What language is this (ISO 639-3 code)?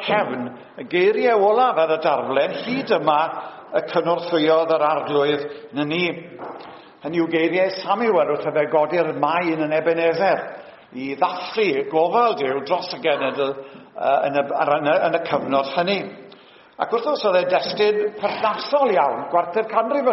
cym